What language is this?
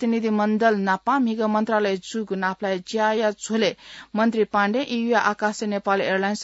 Newari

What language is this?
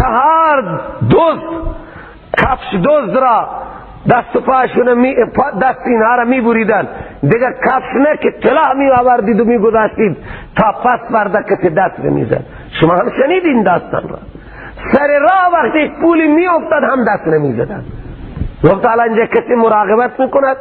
Persian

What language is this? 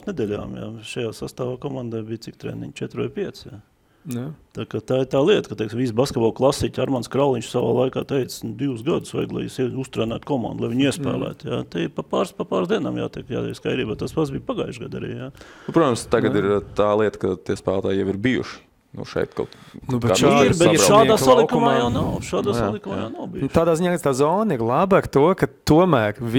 Latvian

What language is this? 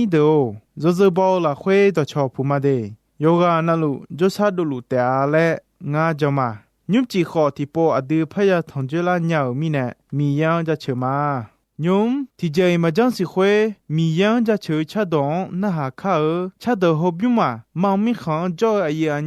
Akha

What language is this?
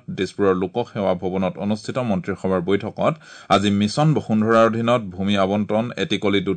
Assamese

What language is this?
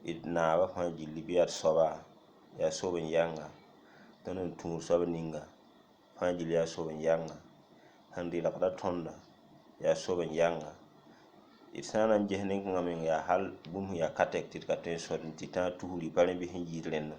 Mossi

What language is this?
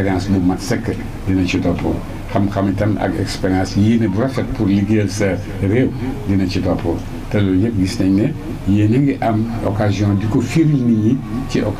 Wolof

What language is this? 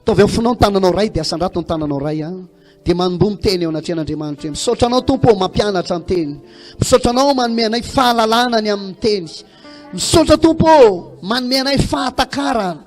Malagasy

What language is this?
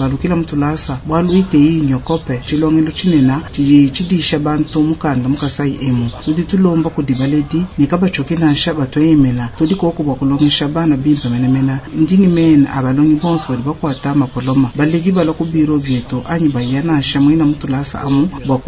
Luba-Lulua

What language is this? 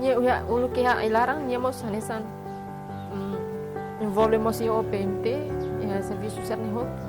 Tetum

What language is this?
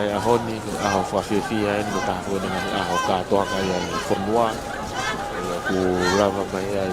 Tongan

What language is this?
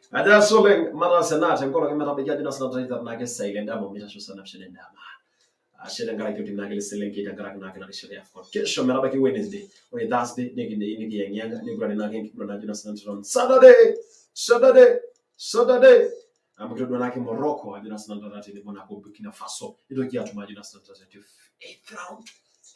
Masai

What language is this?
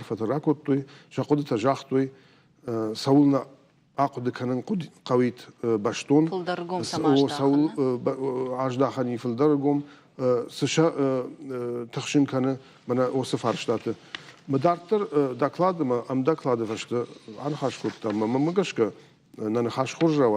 Ossetic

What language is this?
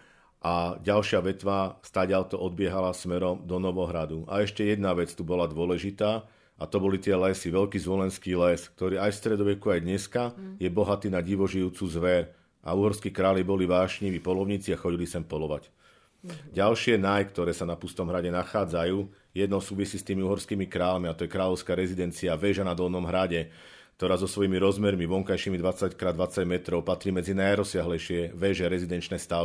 Slovak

